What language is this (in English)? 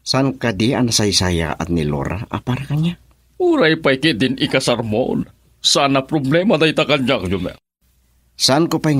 Iloko